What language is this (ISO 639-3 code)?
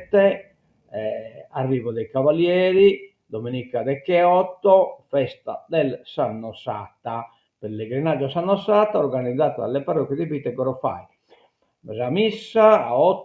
srd